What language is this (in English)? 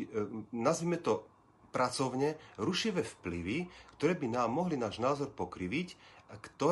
Slovak